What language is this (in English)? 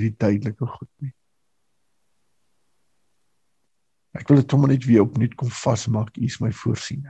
Afrikaans